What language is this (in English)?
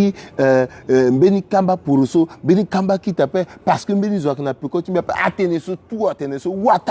Sango